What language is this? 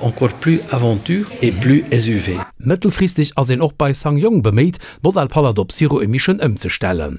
Luxembourgish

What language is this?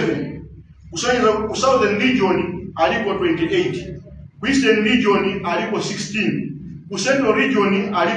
Nyanja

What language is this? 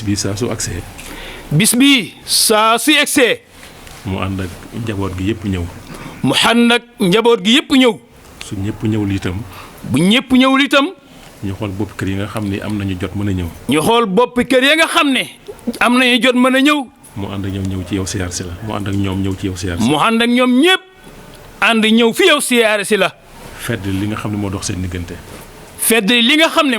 Wolof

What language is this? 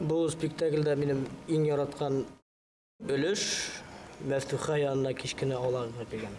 Bashkir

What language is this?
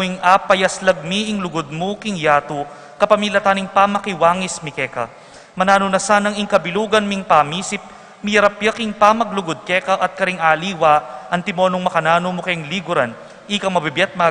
Pampanga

